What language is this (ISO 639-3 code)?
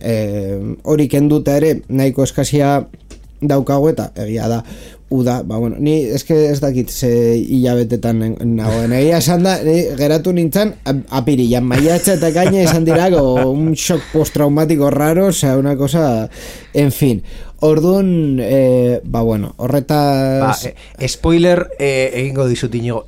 eus